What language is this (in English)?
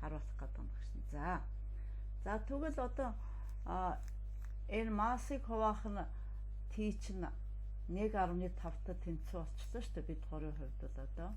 Mongolian